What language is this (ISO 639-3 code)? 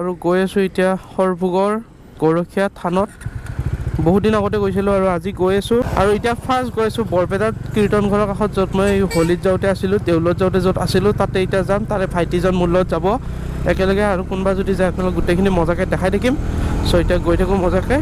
asm